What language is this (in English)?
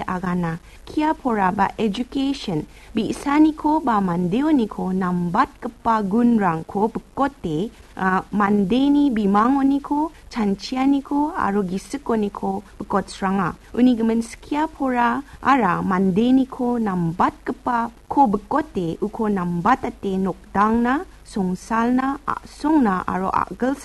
Garo